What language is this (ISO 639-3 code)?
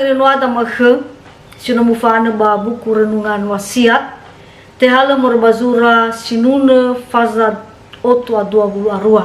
nia